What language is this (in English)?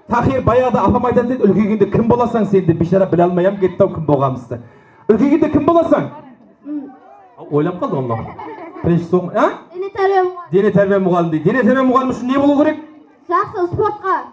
Kara-Kalpak